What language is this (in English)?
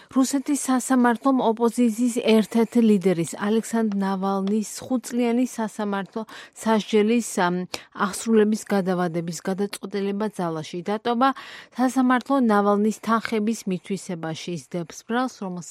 Georgian